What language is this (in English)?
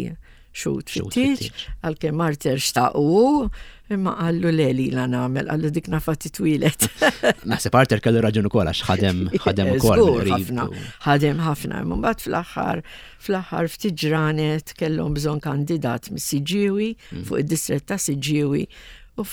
Maltese